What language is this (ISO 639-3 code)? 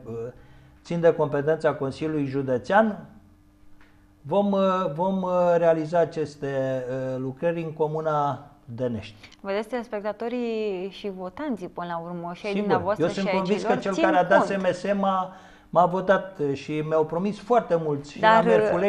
ron